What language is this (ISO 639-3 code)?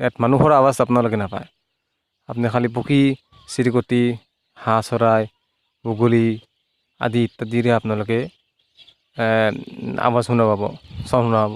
asm